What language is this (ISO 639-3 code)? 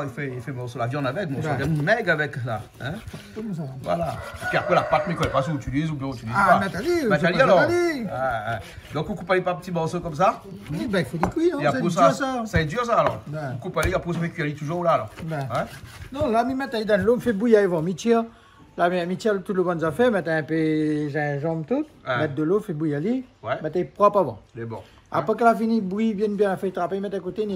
rcf